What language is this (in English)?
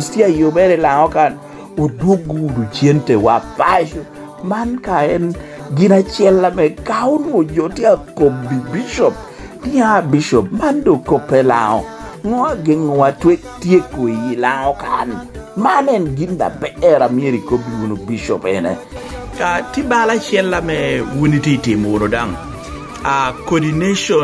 Lango (Uganda)